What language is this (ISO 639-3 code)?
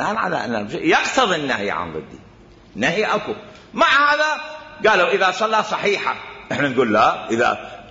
acm